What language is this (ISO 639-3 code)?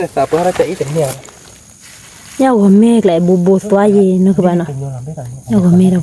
ksw